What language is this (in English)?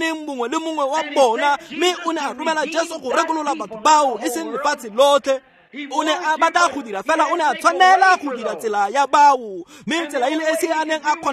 Tswana